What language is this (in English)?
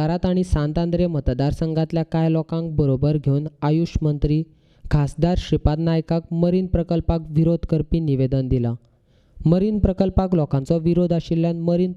Konkani